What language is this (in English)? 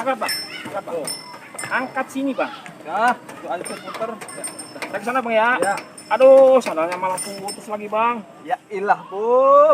Betawi